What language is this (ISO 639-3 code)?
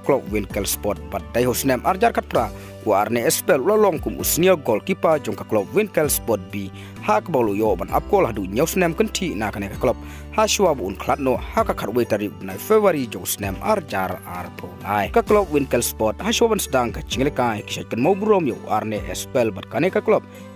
kha